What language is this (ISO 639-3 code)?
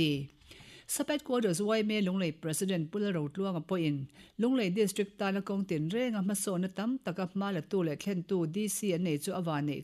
lus